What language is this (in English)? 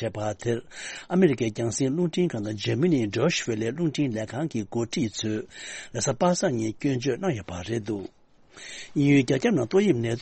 Tibetan